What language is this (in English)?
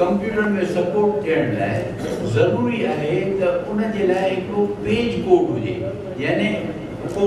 Sindhi